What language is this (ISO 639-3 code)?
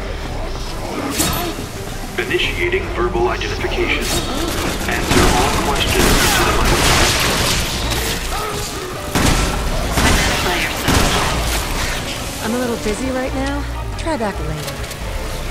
eng